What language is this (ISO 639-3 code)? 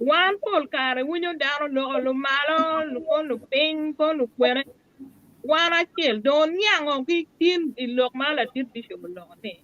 ach